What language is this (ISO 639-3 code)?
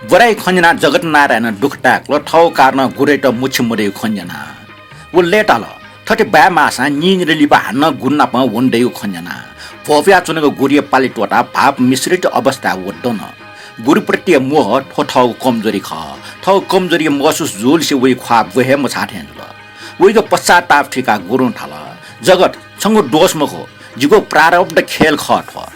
new